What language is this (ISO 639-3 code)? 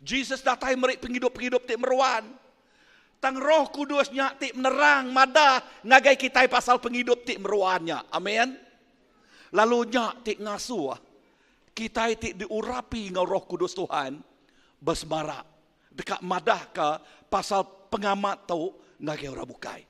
iba